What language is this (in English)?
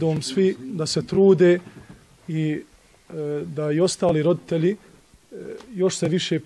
Bosnian